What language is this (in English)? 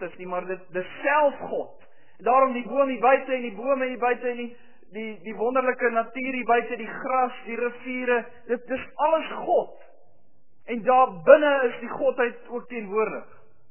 Afrikaans